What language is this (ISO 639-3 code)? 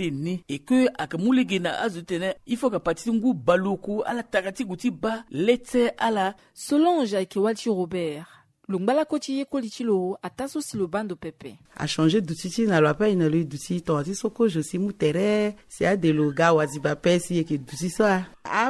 sag